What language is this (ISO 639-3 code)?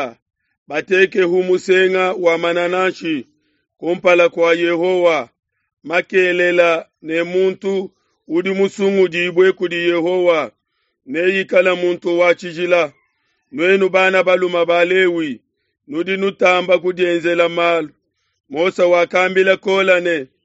lua